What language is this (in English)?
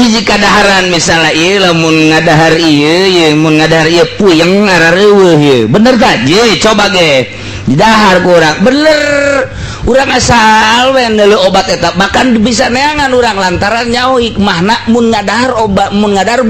Sundanese